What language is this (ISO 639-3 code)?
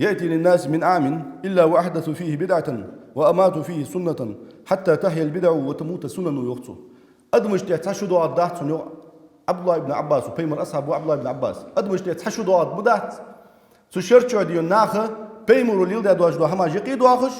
inh